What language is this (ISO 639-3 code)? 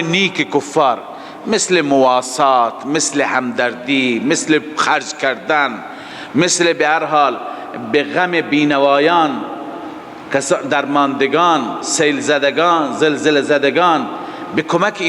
fas